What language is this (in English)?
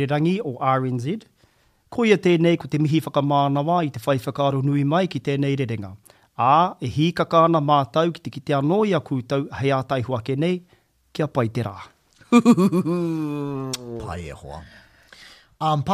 Māori